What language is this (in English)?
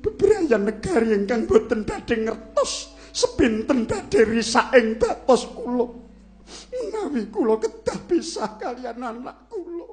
Javanese